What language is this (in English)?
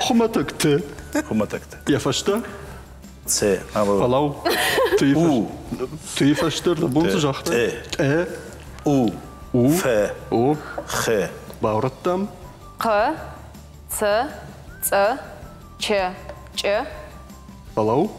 Ossetic